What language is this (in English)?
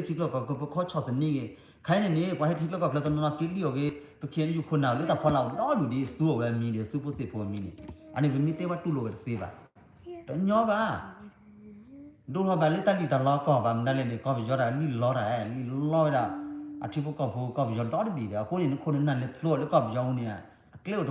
S'gaw Karen